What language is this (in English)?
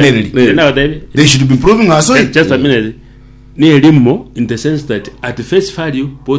Gusii